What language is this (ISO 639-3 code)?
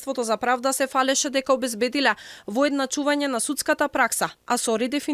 mkd